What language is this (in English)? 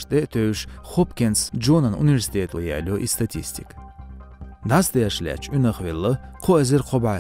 Chechen